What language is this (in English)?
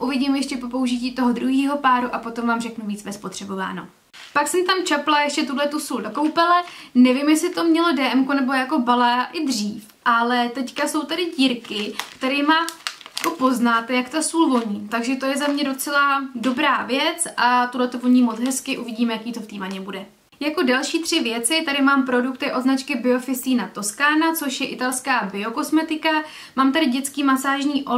Czech